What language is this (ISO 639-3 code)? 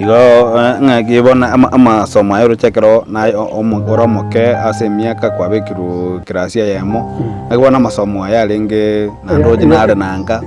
guz